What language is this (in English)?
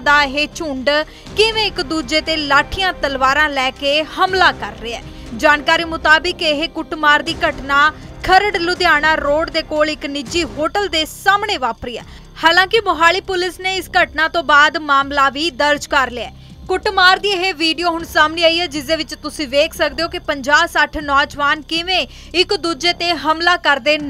Punjabi